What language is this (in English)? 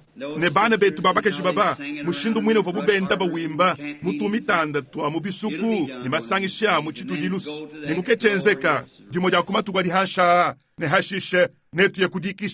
Luba-Lulua